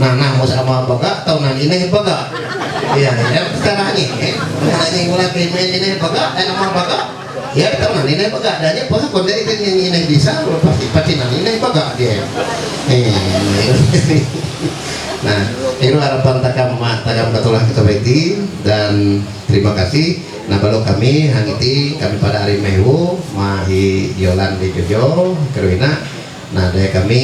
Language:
Ma'anyan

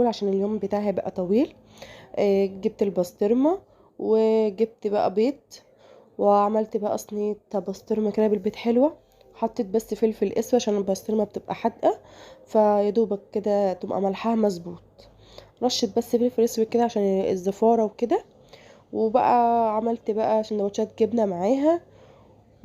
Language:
Egyptian Arabic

